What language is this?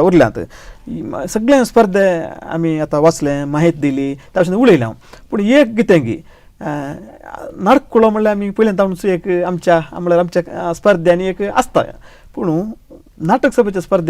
Konkani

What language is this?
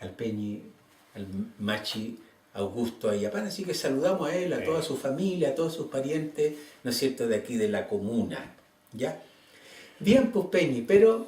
Mapuche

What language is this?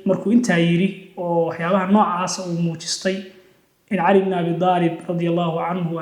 Somali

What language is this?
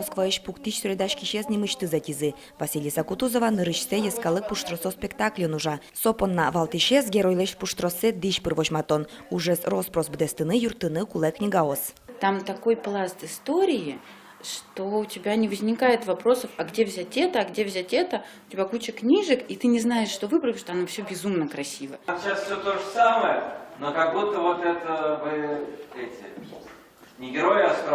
Udmurt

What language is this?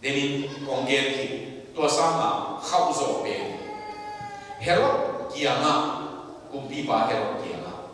Tedim Chin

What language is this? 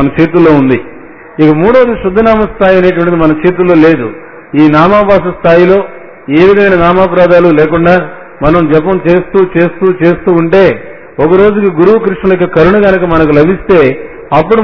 Telugu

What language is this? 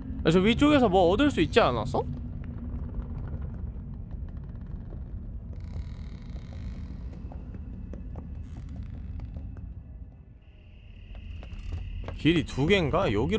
Korean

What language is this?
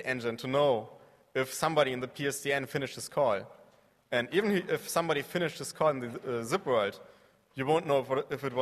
English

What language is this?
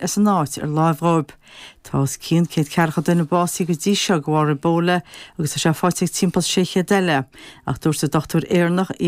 Irish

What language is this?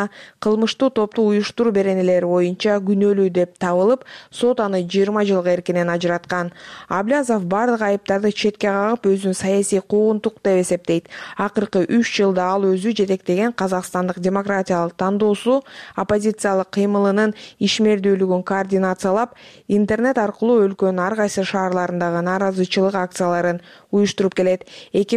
Kyrgyz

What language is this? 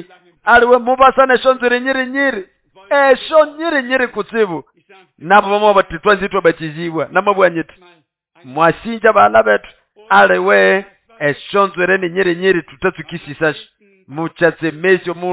Nande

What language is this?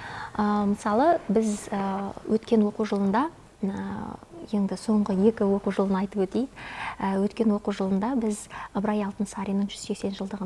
Kazakh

